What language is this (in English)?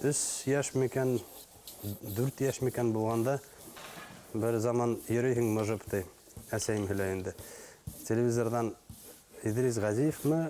Bashkir